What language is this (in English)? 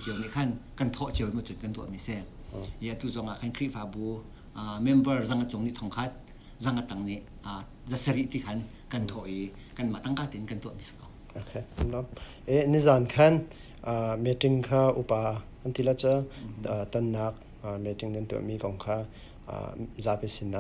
Hakha Chin